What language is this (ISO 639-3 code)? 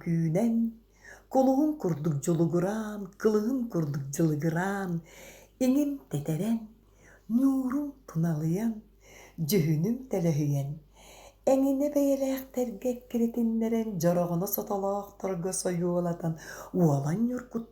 sah